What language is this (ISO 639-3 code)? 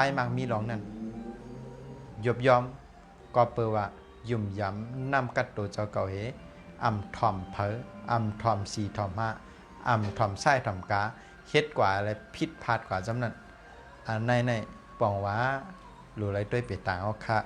shn